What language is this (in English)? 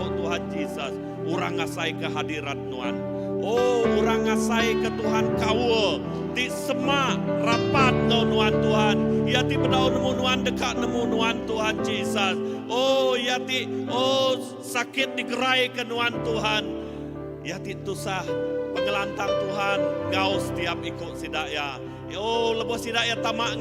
Iban